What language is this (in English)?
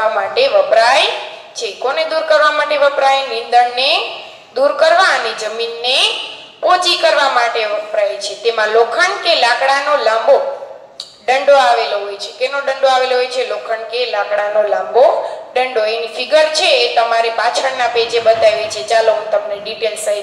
Gujarati